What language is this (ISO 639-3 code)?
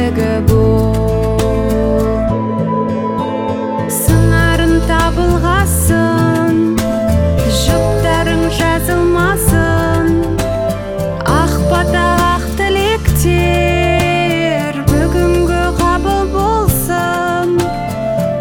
kaz